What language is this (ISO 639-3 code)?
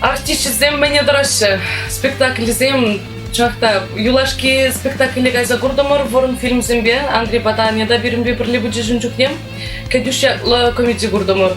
chv